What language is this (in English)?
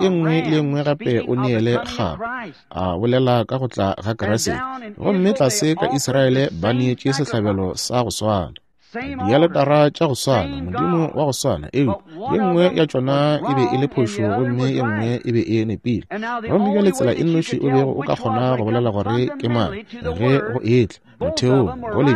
Northern Sotho